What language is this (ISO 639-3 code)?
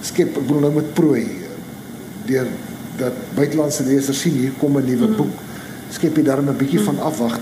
afr